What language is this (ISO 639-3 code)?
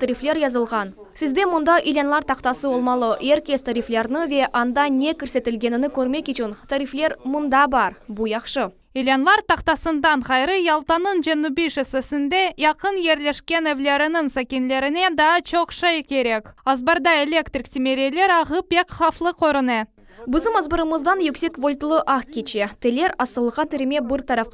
crh